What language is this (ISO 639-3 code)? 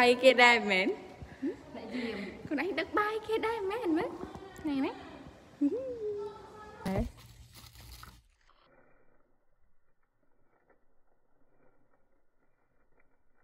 vie